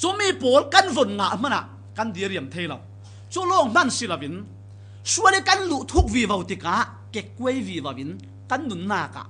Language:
Falam Chin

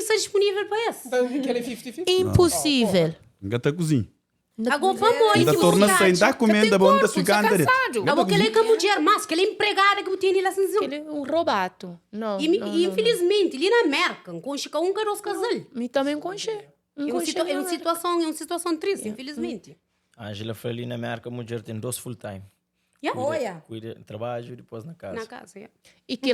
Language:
Kabuverdianu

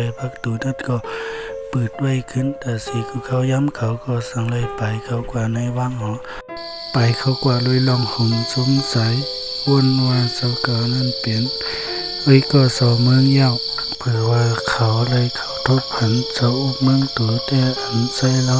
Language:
Shan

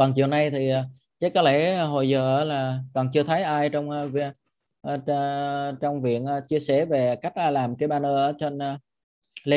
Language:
Vietnamese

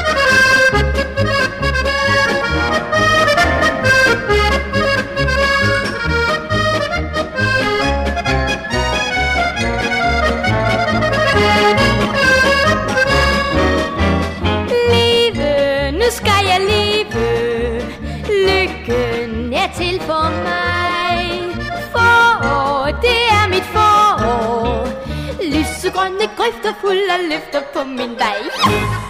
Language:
Danish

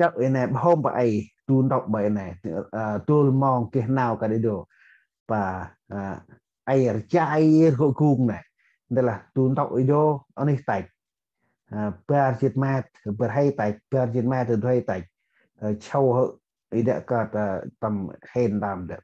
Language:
Central Mnong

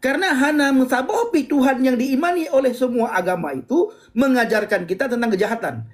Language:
Achinese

